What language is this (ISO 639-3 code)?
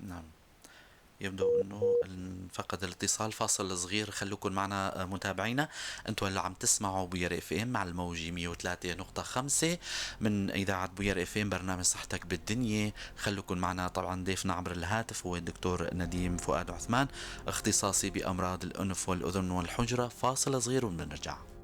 apc